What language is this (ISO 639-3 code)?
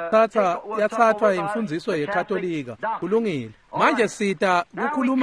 ssw